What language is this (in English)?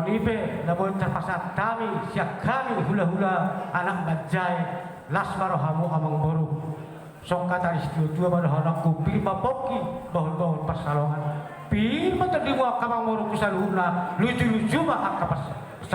Batak Toba